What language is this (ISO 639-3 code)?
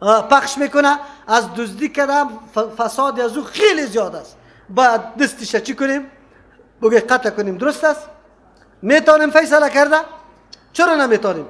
fas